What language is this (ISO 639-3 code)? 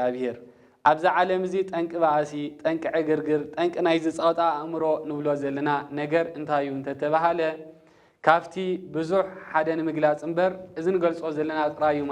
tir